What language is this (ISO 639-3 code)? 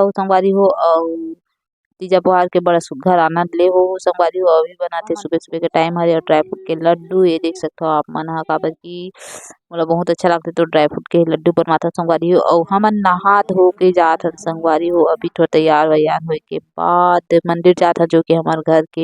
hne